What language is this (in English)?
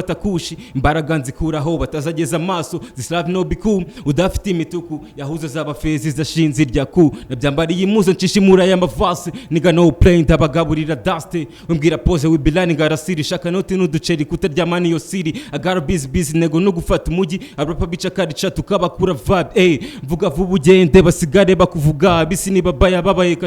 Kinyarwanda